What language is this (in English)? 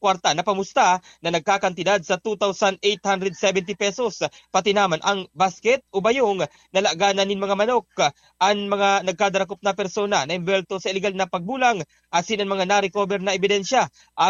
Bikol